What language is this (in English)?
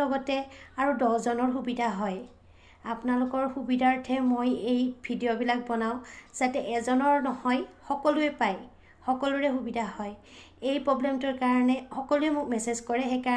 Assamese